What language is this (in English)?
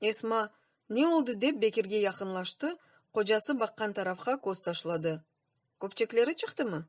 Crimean Tatar